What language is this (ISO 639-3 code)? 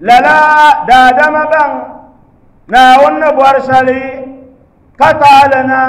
dag